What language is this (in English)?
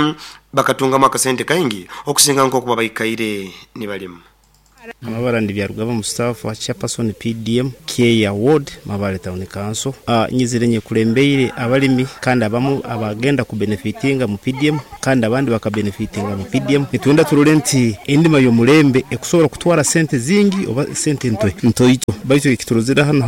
Nyoro